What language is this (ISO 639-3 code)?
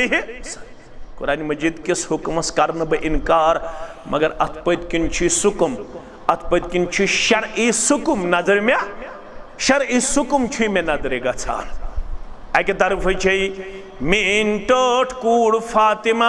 kas